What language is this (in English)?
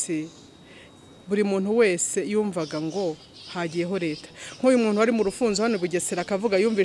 Kinyarwanda